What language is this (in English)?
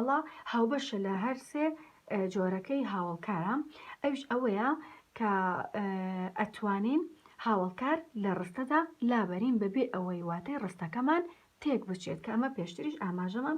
Central Kurdish